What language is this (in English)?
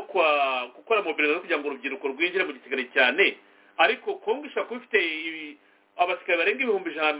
Kinyarwanda